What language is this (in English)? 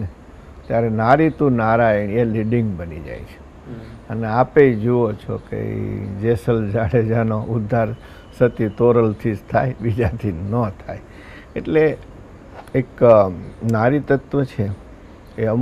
Gujarati